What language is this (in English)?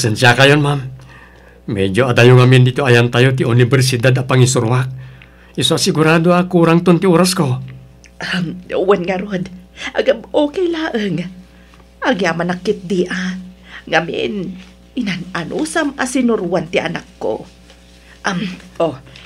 Iloko